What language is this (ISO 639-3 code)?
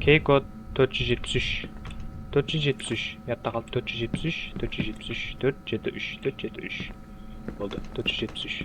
kaa